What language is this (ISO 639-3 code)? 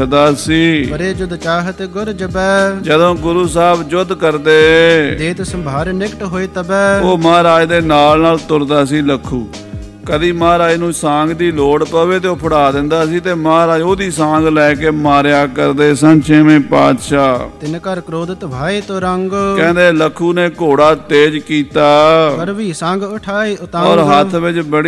pan